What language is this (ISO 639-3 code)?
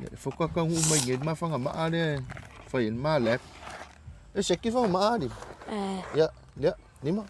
smo